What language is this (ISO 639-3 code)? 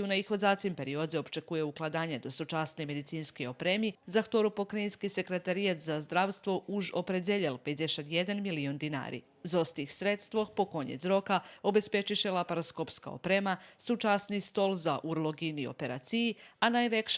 rue